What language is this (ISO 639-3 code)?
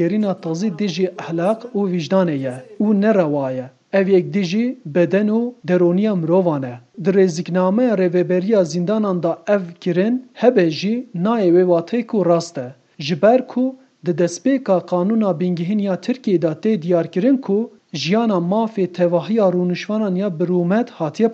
kur